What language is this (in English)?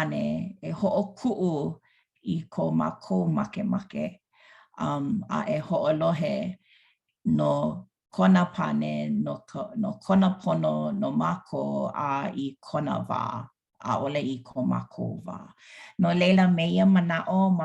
Hawaiian